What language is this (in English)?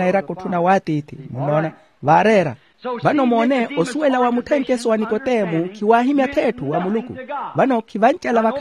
Makhuwa